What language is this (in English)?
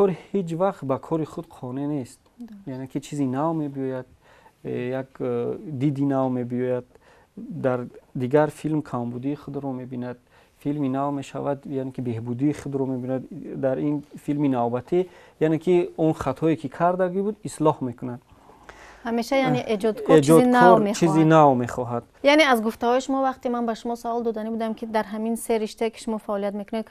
Tajik